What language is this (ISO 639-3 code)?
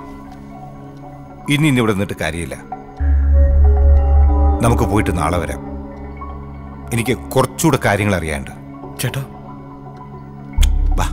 mal